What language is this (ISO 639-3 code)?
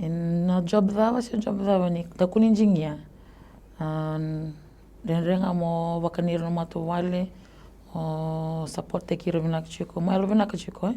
fij